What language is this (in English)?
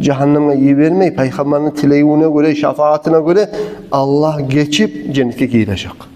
Kumyk